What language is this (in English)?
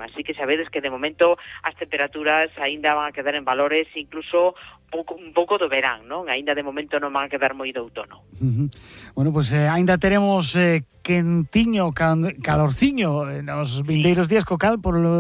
Galician